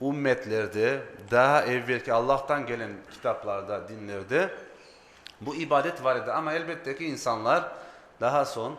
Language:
Crimean Tatar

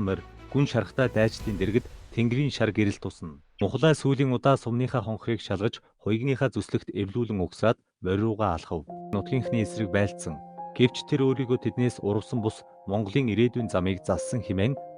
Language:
Mongolian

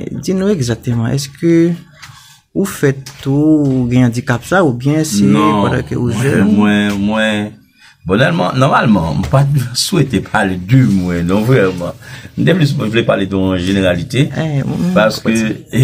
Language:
Haitian Creole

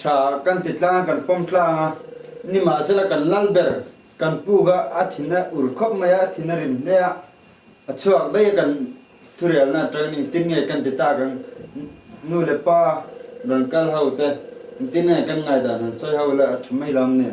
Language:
Hmar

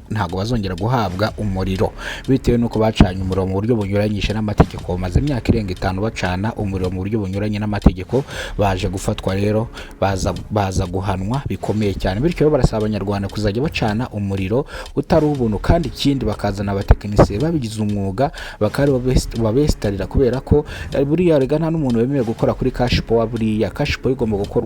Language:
Kinyarwanda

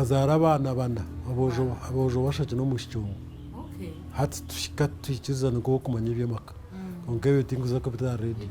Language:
Nyankole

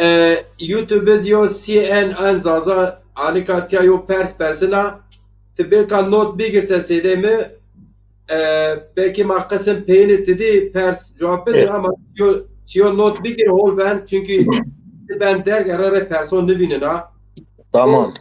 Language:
Zaza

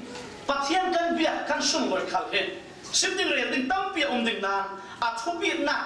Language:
Falam Chin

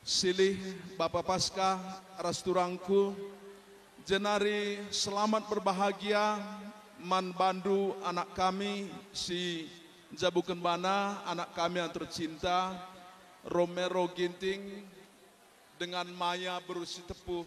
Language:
Batak Karo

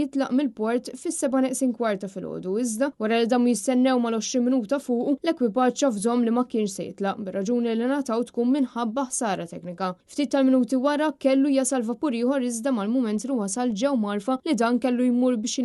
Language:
Maltese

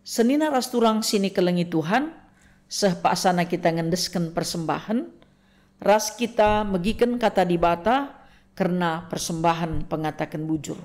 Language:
Batak Karo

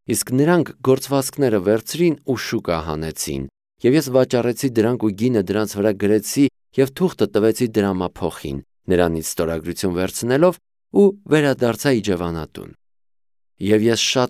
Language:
Armenian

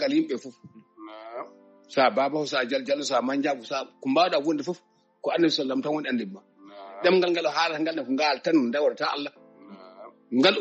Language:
Fula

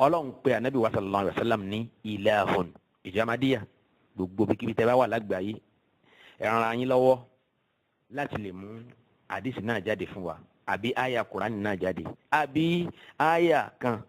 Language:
Yoruba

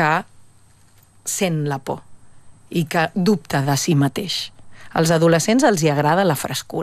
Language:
Catalan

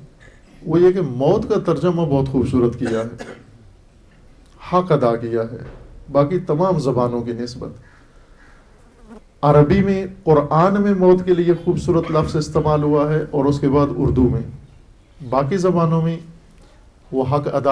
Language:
Urdu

